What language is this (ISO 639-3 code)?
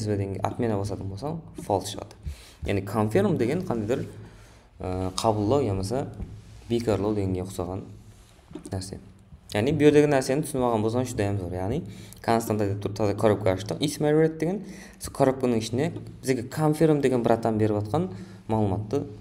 kaa